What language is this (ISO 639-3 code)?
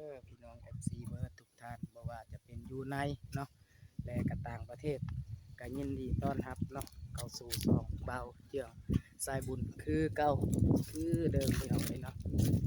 lao